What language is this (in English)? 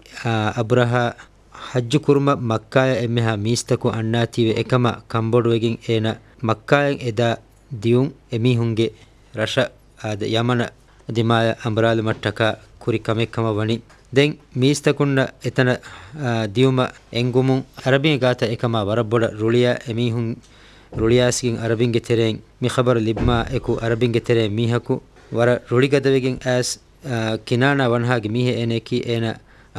Divehi